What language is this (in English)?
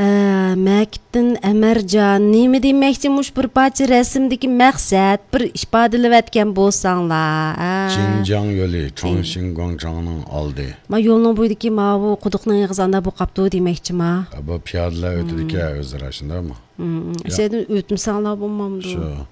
Uyghur